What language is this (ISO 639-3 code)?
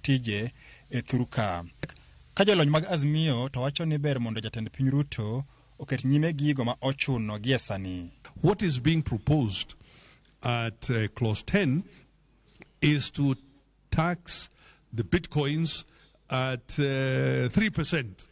luo